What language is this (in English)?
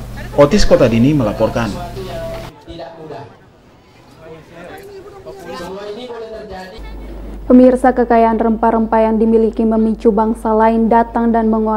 Indonesian